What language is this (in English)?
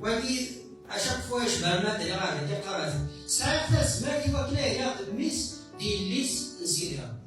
Kabyle